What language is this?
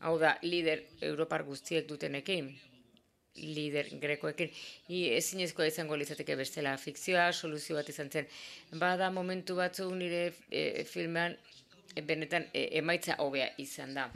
Basque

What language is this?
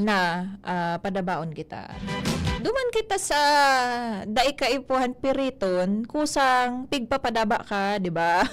Bikol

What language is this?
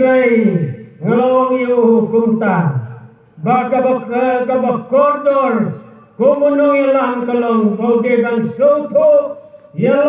Khasi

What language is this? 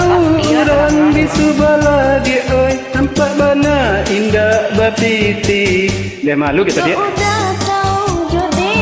Minangkabau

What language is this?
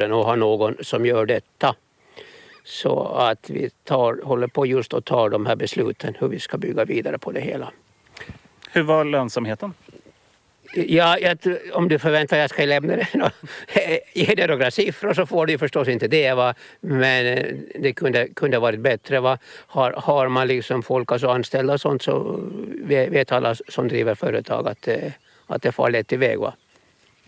Swedish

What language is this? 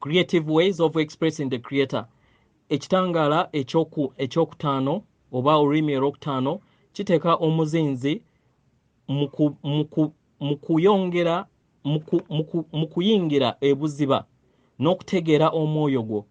Ganda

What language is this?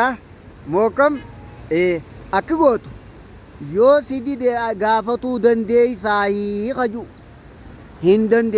Oromo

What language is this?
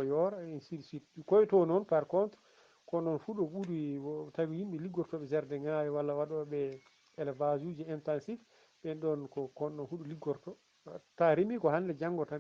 Fula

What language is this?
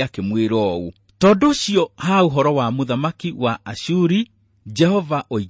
Kikuyu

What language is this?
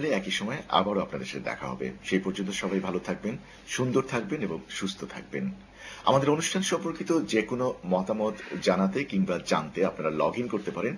Bangla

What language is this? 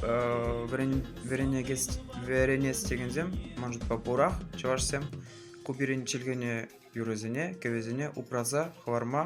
Chuvash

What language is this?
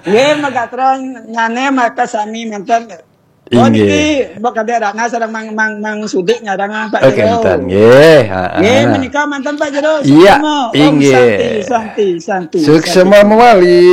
Balinese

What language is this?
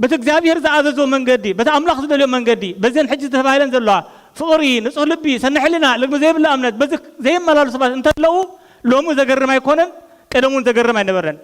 Tigrinya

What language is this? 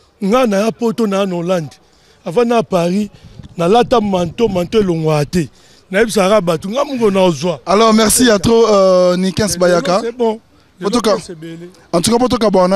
Lingala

